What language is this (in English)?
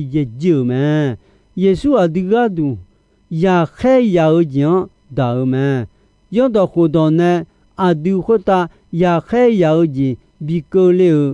Akha